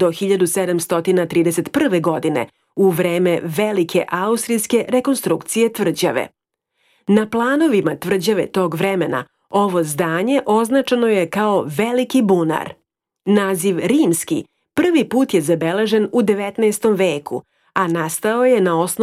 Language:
Serbian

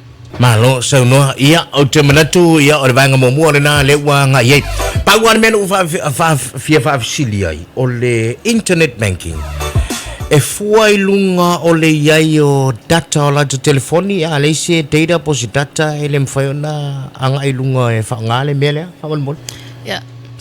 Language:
Samoan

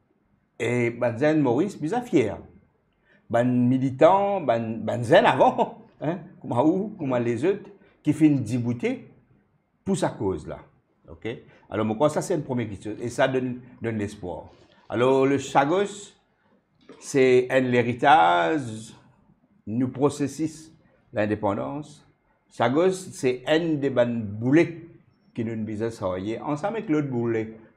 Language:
Morisyen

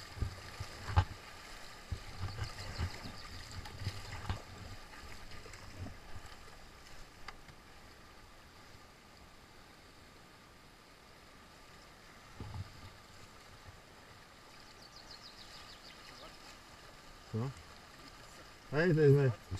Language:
Slovak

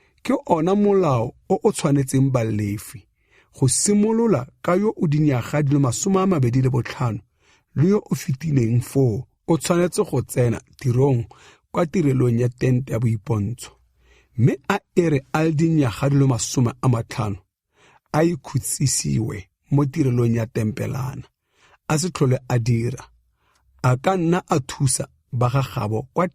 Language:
Tswana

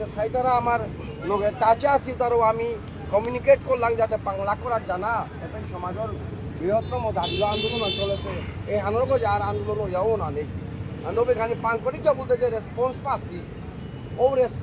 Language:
Bishnupriya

